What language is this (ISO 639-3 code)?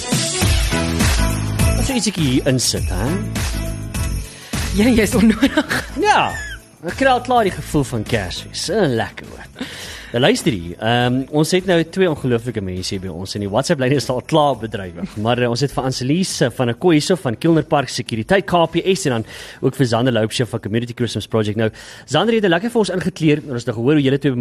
afr